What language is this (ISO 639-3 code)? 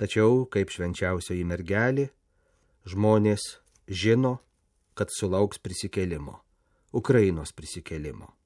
lit